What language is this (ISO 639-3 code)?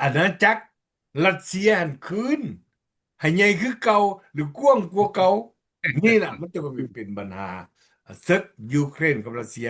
lao